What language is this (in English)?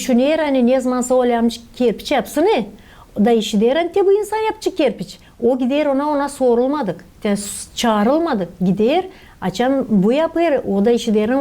Gagauz